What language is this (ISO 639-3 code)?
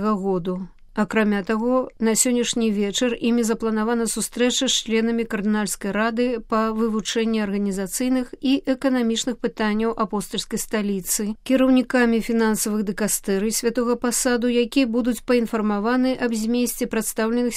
bel